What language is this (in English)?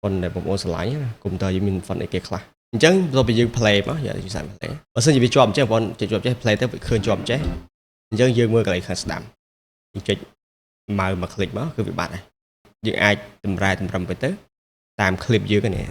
Khmer